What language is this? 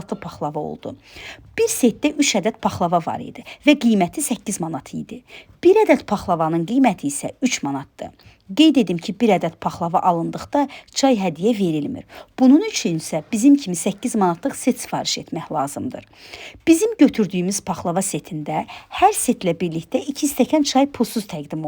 Azerbaijani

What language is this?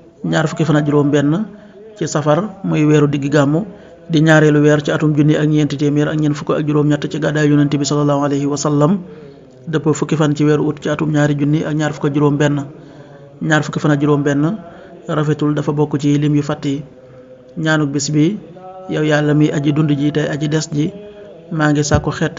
Wolof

